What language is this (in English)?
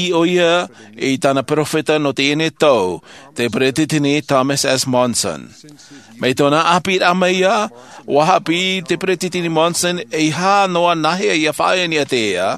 Tahitian